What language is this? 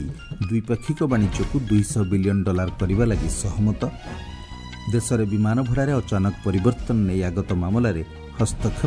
Odia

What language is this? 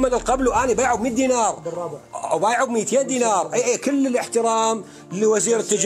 Mesopotamian Arabic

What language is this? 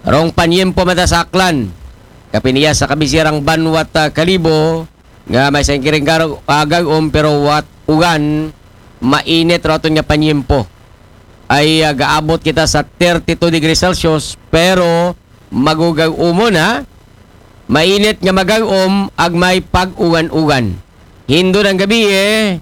Aklanon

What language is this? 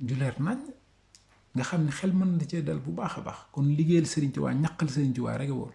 Wolof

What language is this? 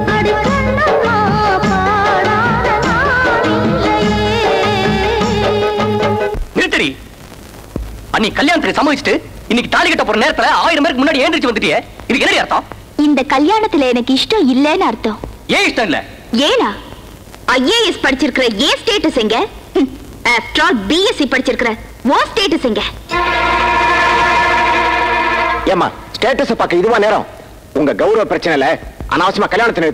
Tamil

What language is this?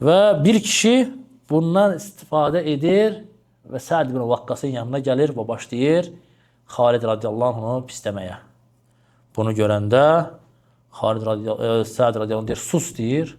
Azerbaijani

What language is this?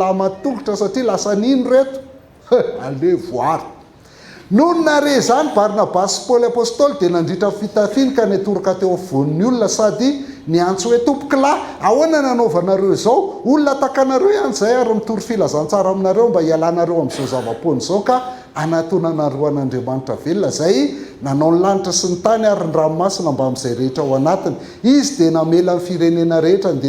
Malagasy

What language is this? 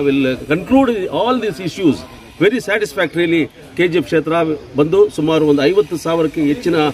Kannada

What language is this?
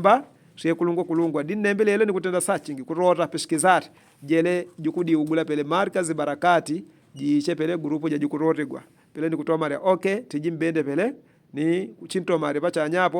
Yao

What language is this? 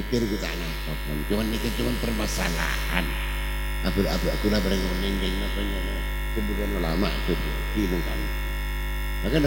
Madurese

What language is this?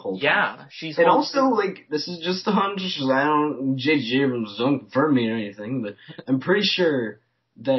English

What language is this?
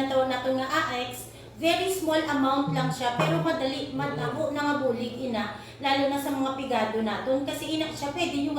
Hiligaynon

